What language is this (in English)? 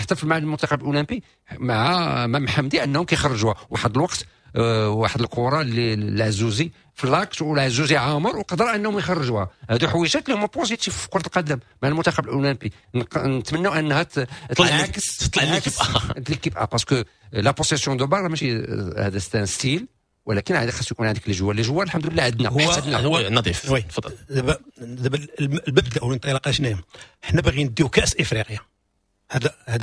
Moroccan Arabic